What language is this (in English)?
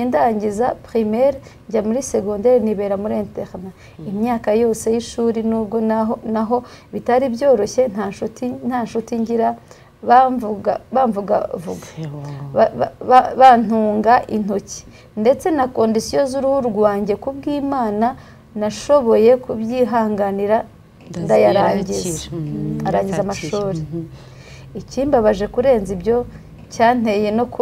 Kinyarwanda